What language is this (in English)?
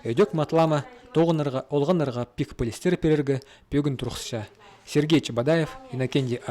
Khakas